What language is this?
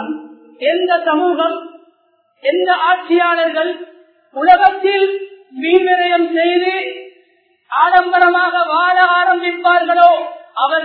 Tamil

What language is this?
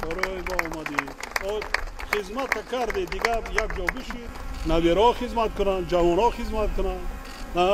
Tajik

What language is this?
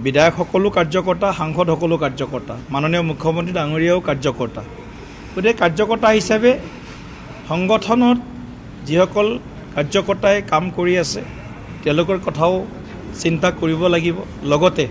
Assamese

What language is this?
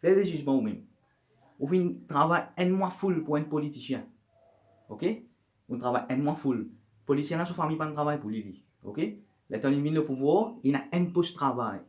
Morisyen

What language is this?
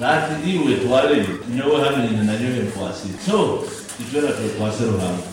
Nyoro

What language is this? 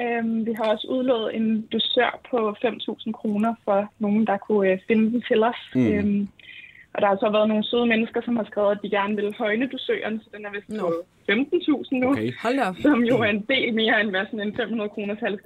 Danish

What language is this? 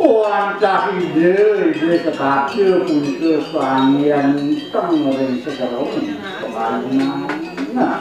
Balinese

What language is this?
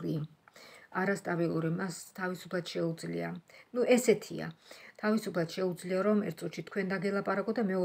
Georgian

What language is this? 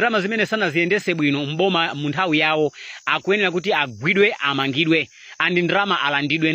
Nyanja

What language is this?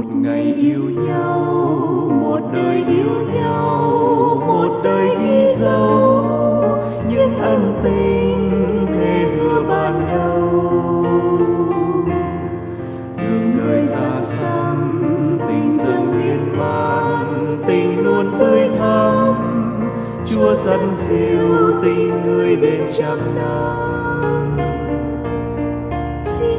Vietnamese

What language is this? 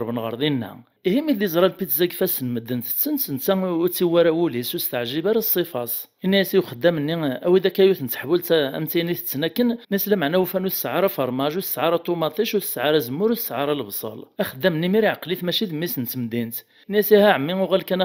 Kabyle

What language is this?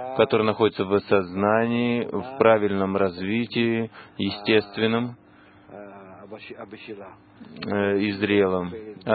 Russian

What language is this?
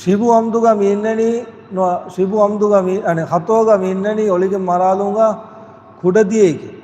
Divehi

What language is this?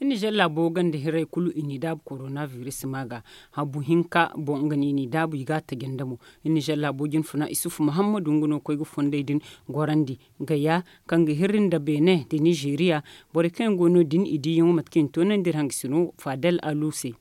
Zarma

